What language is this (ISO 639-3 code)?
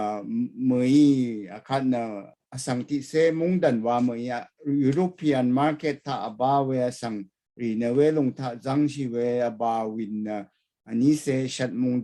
raw